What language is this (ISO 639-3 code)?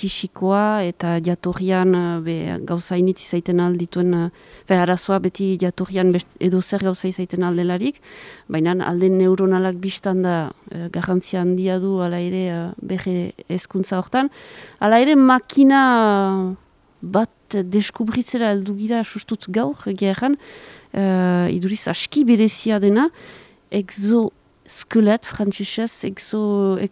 eus